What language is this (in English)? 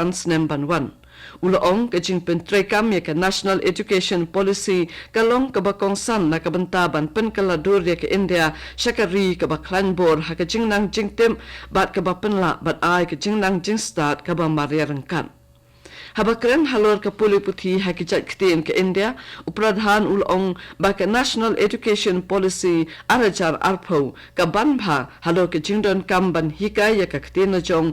Khasi